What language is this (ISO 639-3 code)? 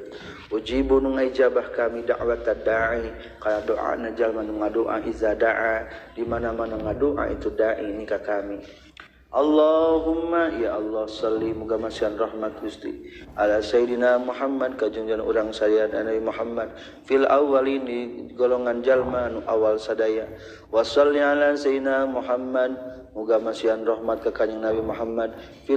sun